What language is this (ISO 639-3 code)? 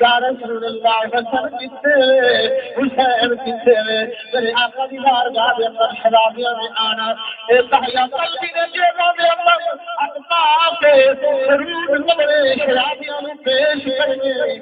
skr